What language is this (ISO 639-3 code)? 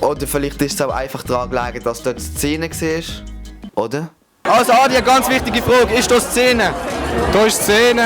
gsw